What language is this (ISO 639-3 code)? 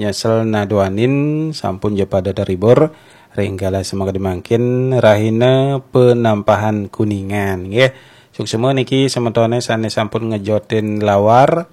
ban